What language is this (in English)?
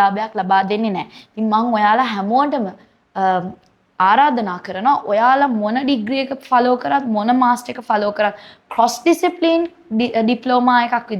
Sinhala